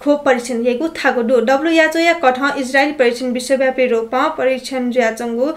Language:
Newari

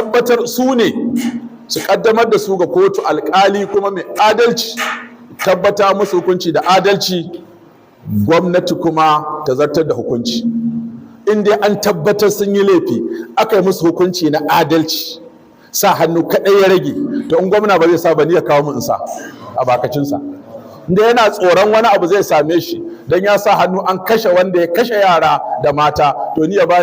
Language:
Hausa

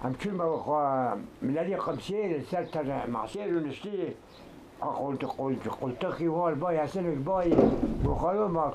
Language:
Kurdish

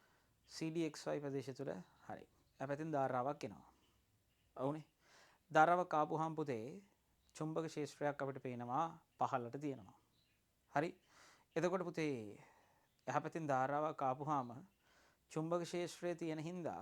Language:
Sinhala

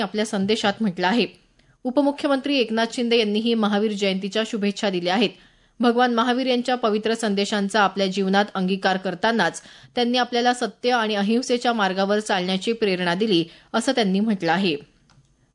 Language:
Marathi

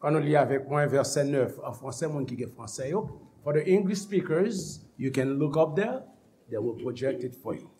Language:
Haitian Creole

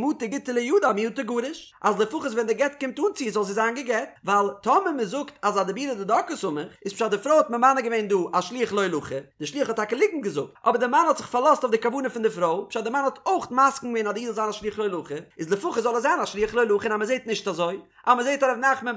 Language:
Yiddish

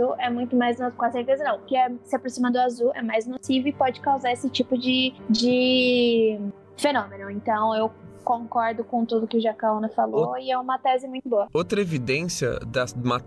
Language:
Portuguese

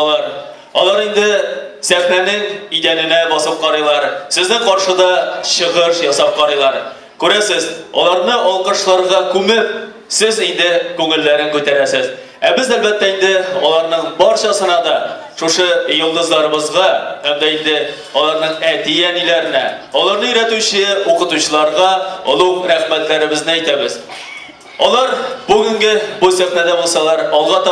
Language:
Tatar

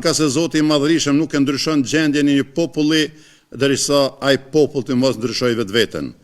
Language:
Albanian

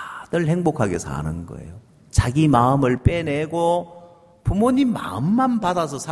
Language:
Korean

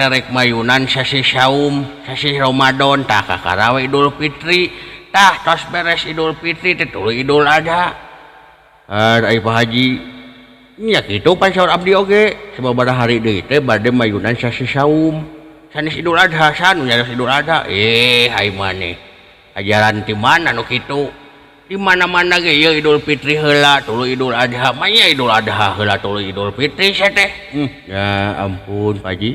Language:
Sundanese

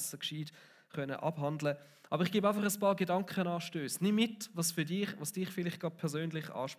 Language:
Swiss German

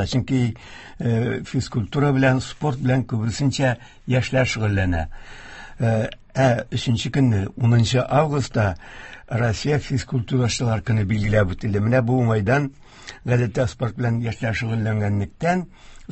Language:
Tatar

